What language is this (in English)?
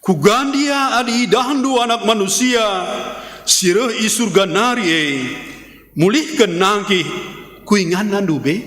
Batak Karo